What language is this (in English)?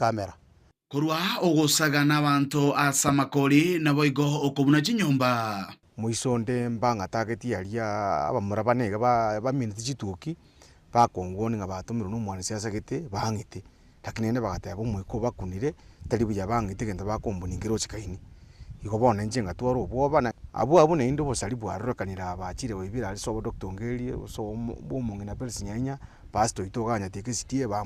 Gusii